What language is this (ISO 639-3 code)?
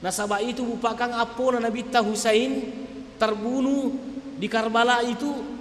bug